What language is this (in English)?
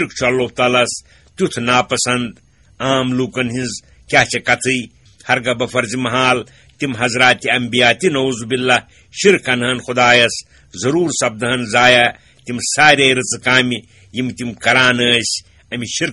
Kashmiri